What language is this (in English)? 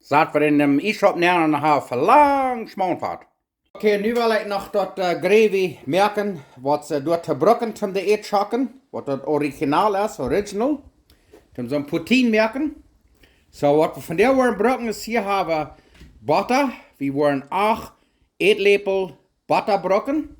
Plautdietsch